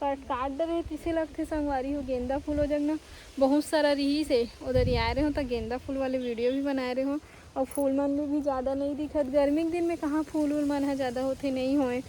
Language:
Chhattisgarhi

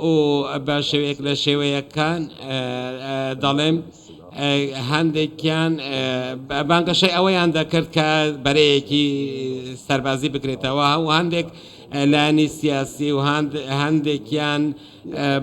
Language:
Central Kurdish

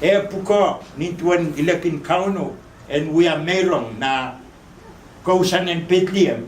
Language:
Pohnpeian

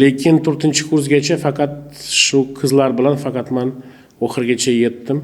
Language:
Uzbek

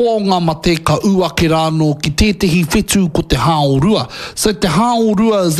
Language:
Māori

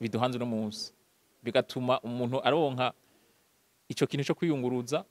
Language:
Rundi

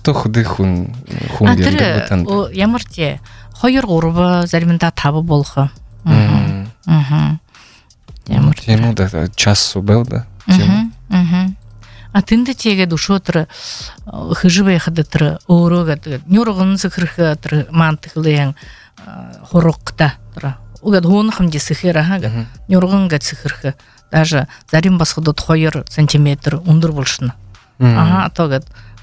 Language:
Buriat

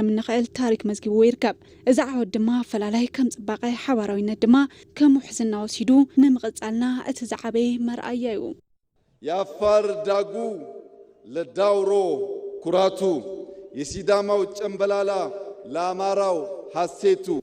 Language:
Tigrinya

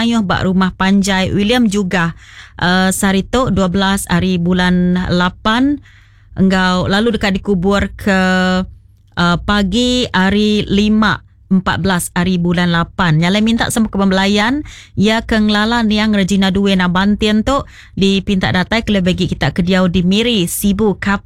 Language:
Iban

